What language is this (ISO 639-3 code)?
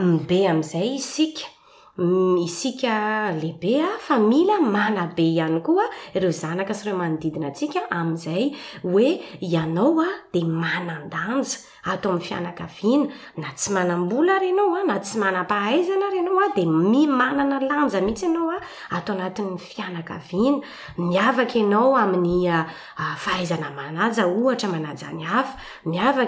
mlg